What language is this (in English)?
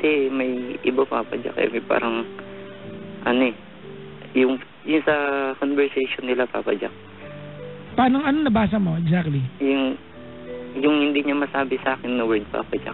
Filipino